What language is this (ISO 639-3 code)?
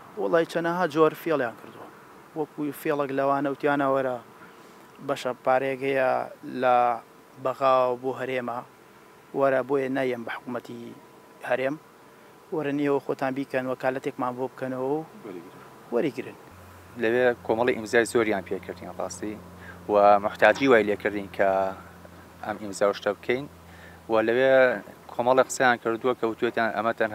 ckb